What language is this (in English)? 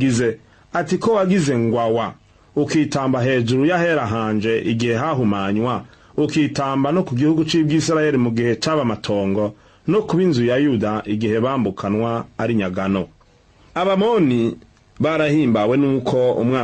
Rundi